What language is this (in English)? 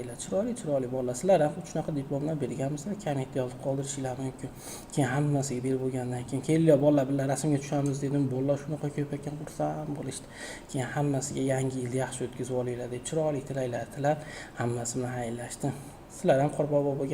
Uzbek